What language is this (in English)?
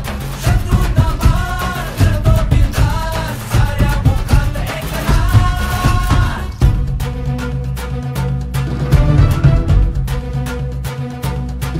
Marathi